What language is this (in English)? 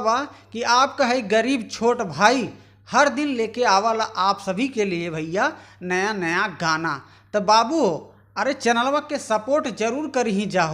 Bhojpuri